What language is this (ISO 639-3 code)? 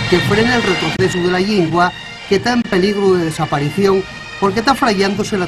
ast